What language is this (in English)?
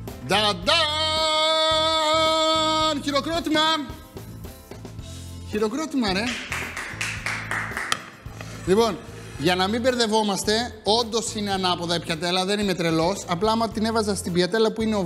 Greek